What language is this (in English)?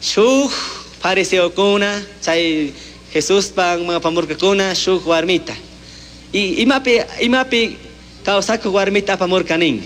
Chimborazo Highland Quichua